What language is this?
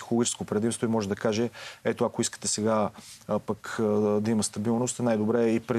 Bulgarian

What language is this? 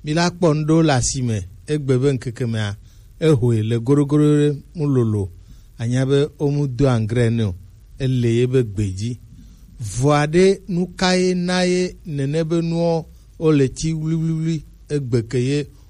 Gen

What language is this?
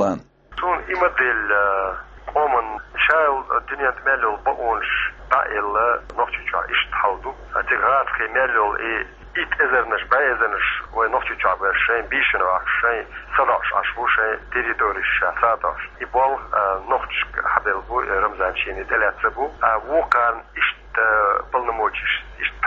Chechen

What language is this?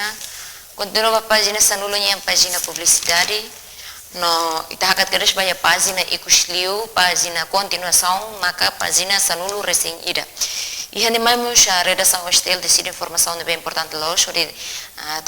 Tetum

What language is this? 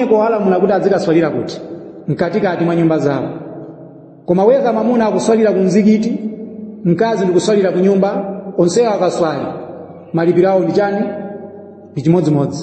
Nyanja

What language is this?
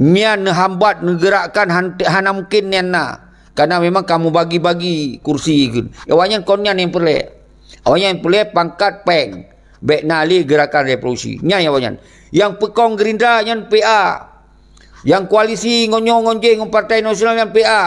Achinese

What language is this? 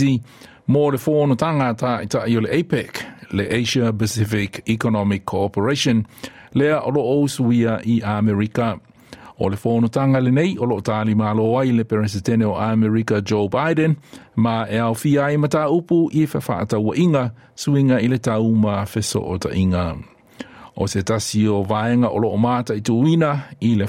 Samoan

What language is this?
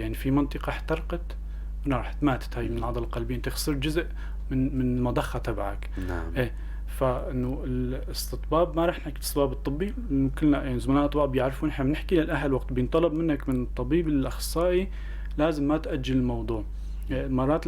North Levantine Arabic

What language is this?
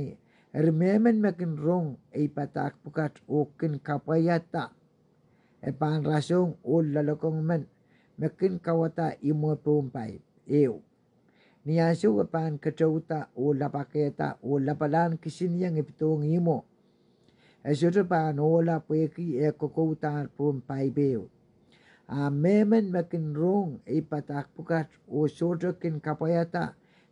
Pohnpeian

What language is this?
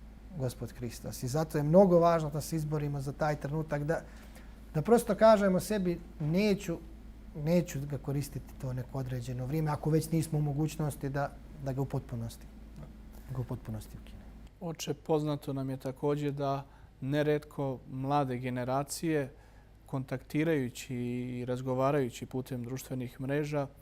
Bosnian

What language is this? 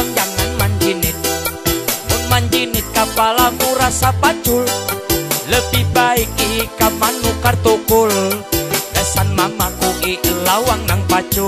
Banjar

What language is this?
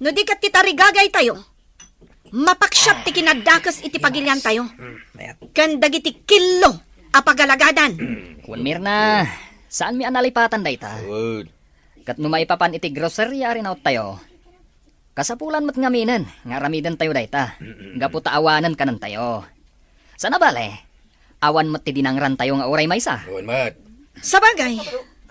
Iloko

